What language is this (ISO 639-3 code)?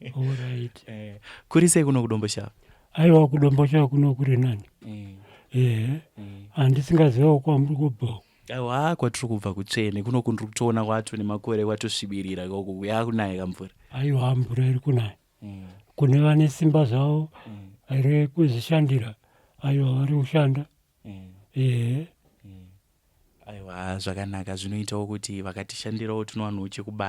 sna